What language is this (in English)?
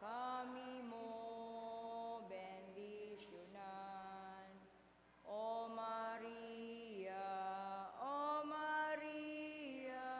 Bikol